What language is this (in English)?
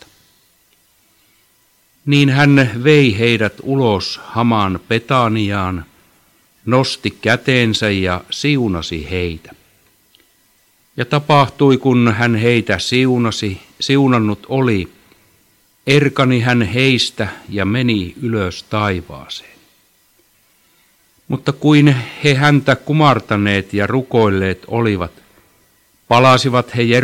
Finnish